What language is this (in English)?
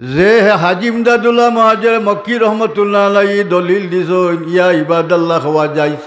Sylheti